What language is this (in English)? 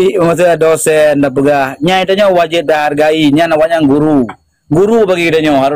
Achinese